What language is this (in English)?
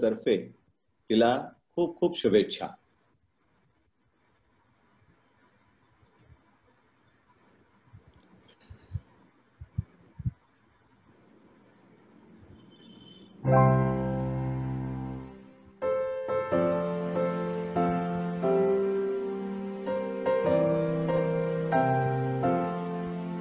Marathi